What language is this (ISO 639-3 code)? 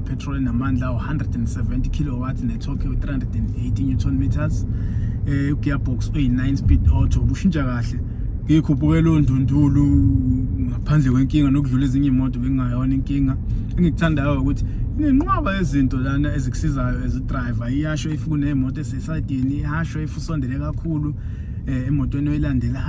zul